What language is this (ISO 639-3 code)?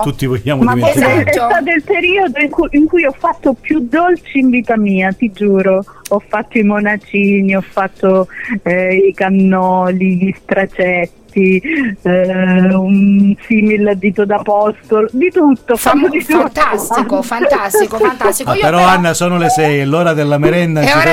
ita